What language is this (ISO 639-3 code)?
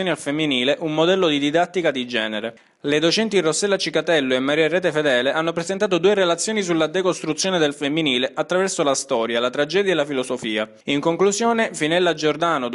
ita